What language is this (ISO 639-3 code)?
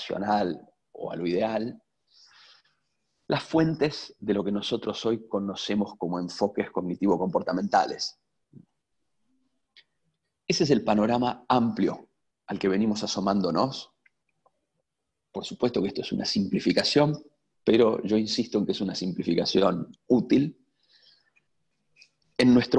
spa